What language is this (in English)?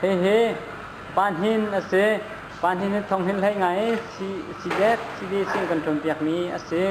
Hakha Chin